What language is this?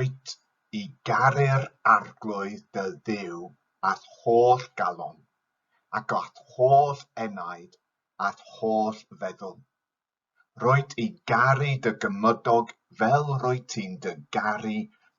Welsh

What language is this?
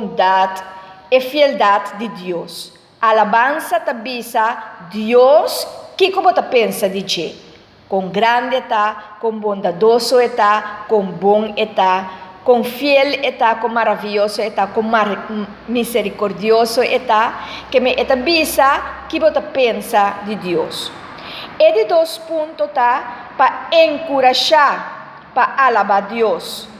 Papiamento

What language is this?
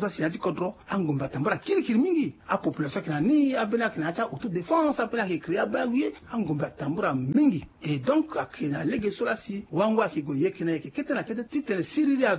Sango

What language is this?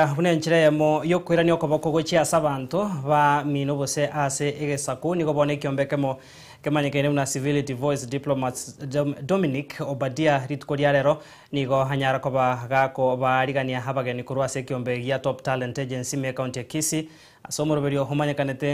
Gusii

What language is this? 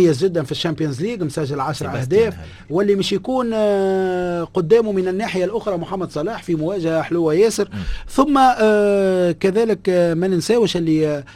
Tunisian Arabic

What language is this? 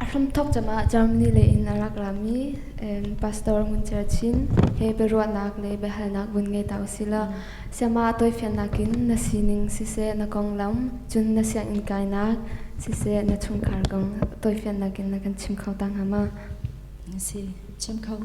Hakha Chin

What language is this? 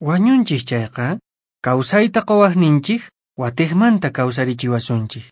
Quechua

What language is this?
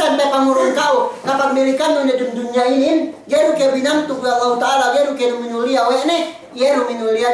Yakan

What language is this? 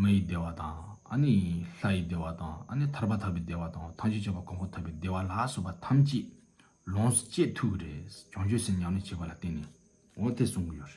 Tibetan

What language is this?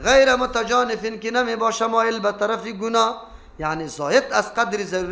Persian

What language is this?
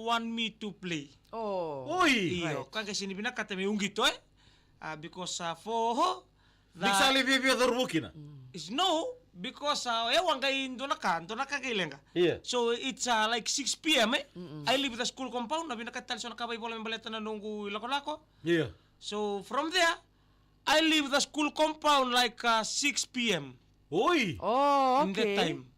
Fijian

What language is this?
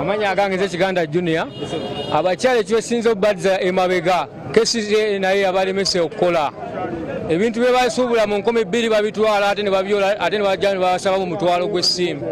Ganda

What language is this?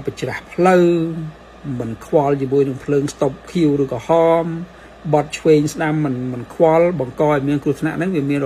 Khmer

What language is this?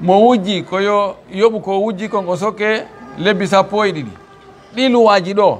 Fula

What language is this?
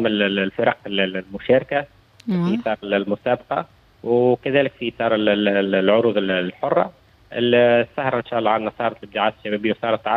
Tunisian Arabic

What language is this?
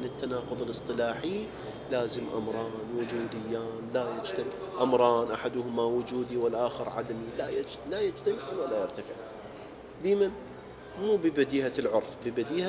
Mesopotamian Arabic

